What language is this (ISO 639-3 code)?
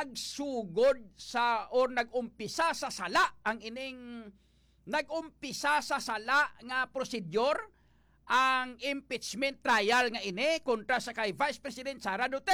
hil